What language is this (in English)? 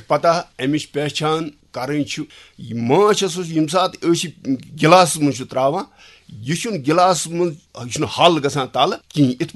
Kashmiri